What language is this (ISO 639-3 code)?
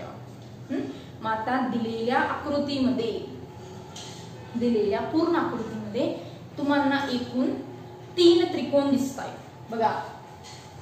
mar